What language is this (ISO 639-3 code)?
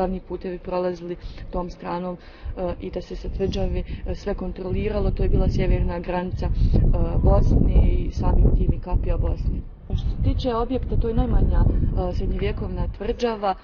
bos